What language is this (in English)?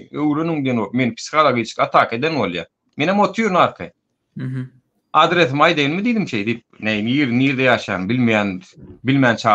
Turkmen